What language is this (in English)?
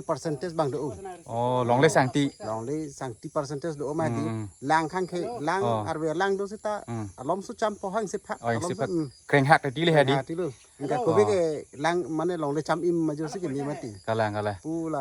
Karbi